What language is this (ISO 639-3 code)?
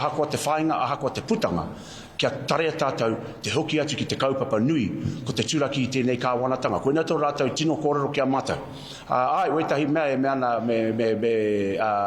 mri